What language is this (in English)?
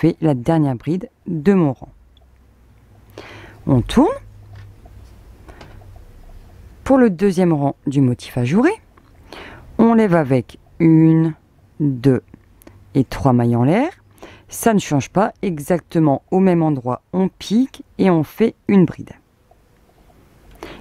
French